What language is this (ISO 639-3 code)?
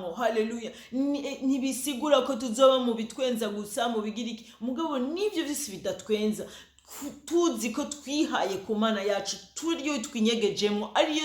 run